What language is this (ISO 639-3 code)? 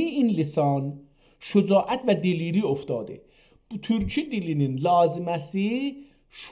azb